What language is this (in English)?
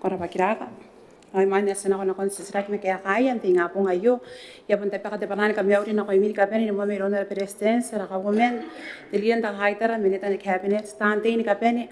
Gilbertese